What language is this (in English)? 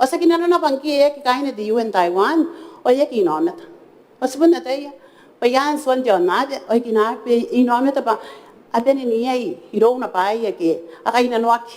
Gilbertese